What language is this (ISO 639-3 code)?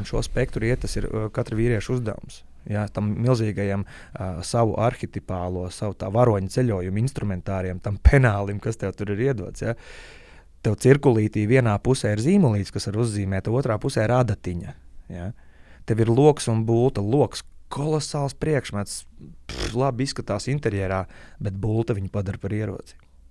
lav